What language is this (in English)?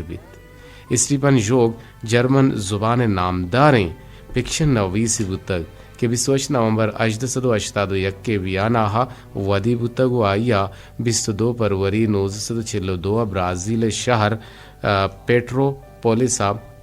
Eastern Balochi